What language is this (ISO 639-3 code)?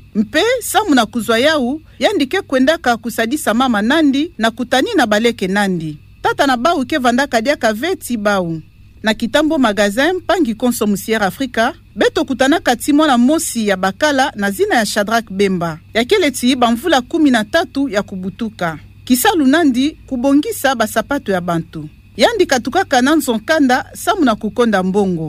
ktu